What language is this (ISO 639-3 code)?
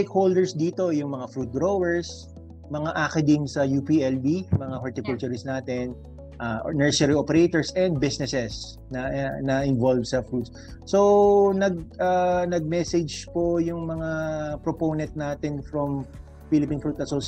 fil